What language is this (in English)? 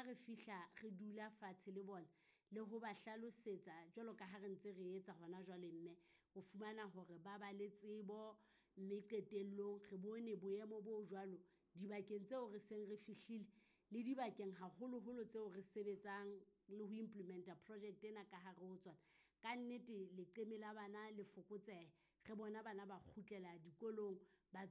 Southern Sotho